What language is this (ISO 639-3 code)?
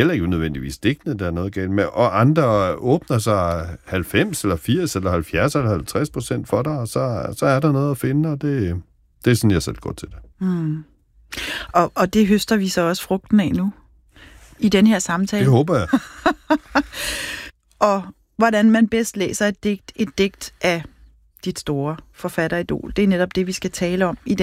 dan